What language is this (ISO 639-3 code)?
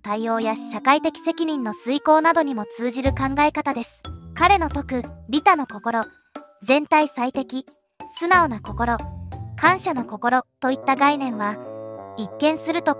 jpn